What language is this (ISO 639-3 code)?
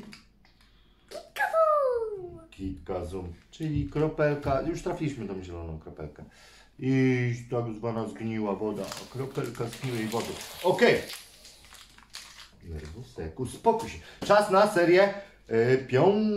pol